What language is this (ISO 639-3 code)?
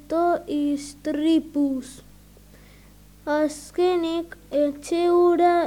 eus